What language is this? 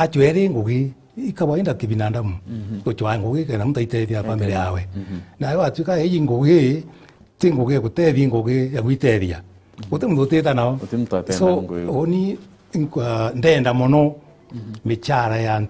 Meru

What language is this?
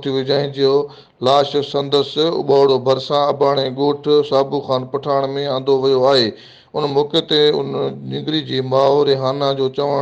Sindhi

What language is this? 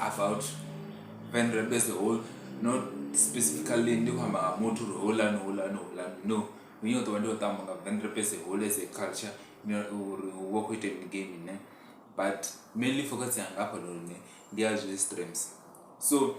Venda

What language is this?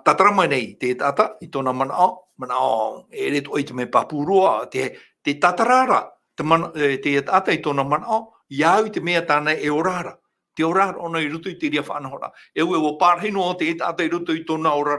Tahitian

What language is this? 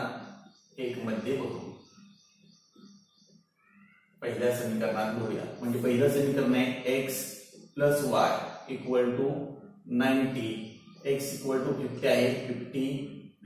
Marathi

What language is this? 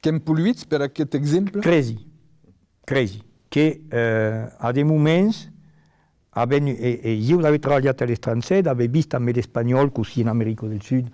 Occitan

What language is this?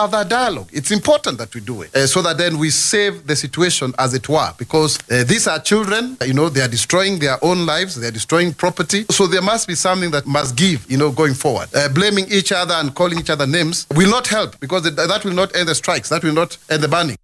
Kikuyu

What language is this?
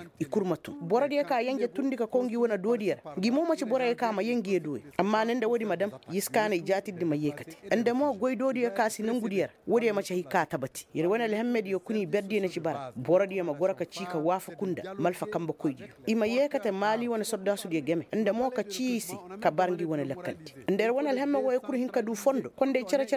Koyraboro Senni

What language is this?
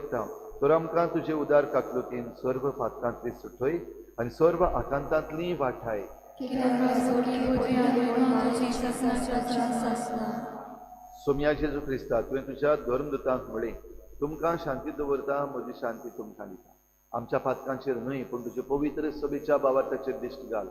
Konkani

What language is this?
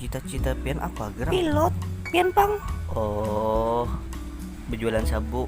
Banjar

